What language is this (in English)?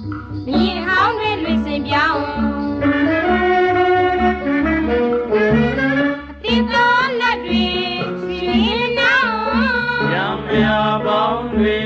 Burmese